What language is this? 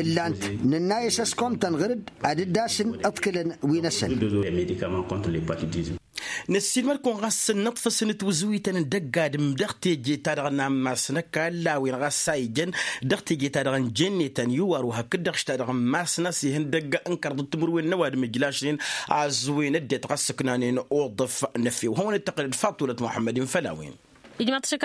Tamasheq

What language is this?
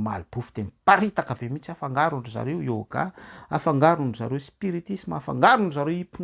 Malagasy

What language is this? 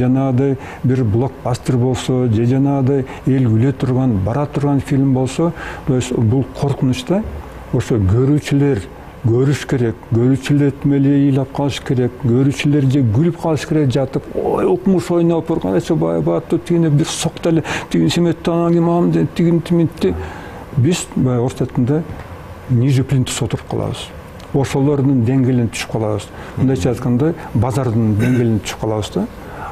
Kyrgyz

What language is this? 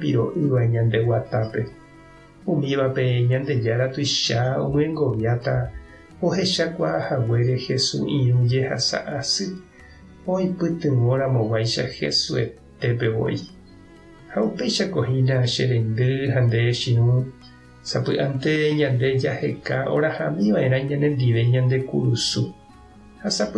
Guarani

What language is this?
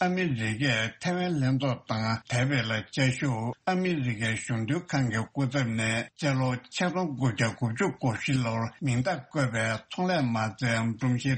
Tibetan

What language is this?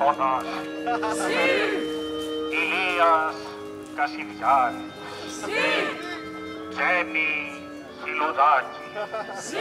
Greek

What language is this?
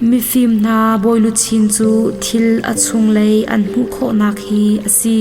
Hakha Chin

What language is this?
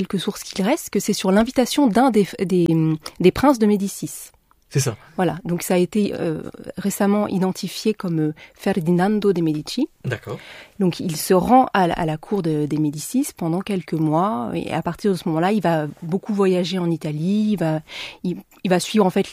French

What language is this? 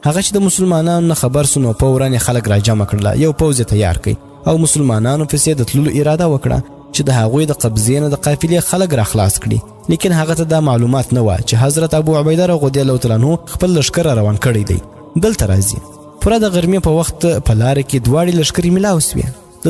Pashto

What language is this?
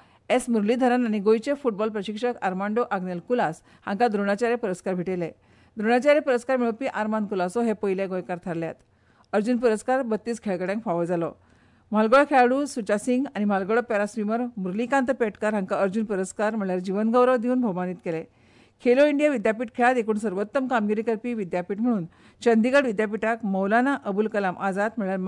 Konkani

